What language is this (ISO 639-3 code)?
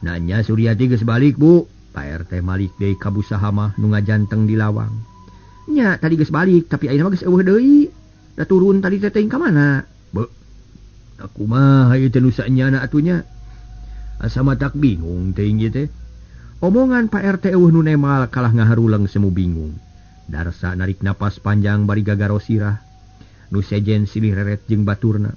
sun